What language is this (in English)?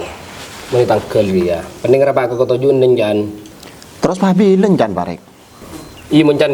Madurese